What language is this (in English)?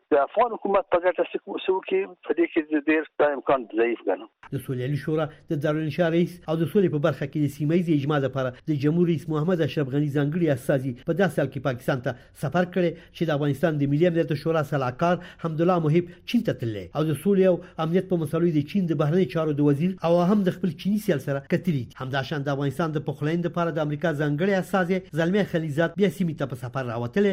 Pashto